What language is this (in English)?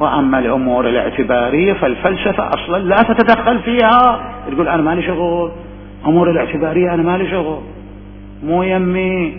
Mesopotamian Arabic